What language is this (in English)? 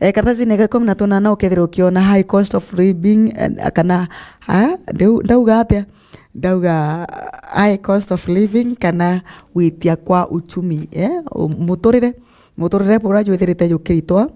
Meru